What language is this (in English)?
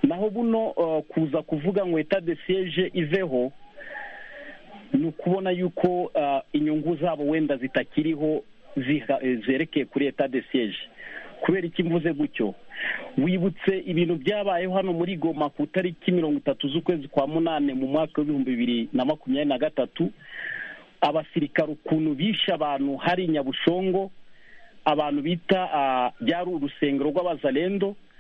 Kinyarwanda